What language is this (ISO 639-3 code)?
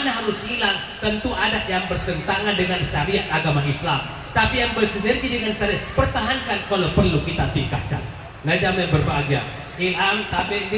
bug